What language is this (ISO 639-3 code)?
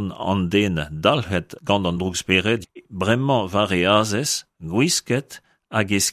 bre